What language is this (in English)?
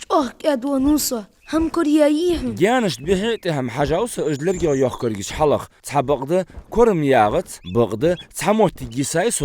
Ingush